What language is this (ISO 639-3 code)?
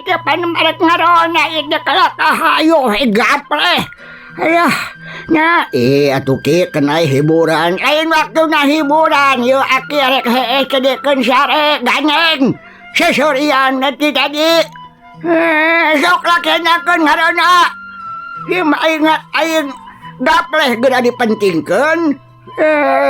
sun